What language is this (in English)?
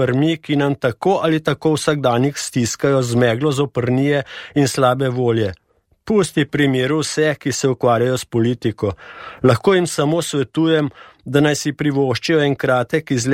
Slovenian